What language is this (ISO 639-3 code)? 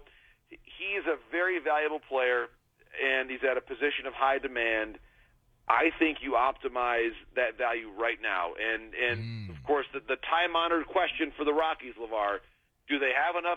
eng